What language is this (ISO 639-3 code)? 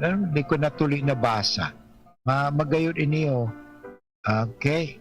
bik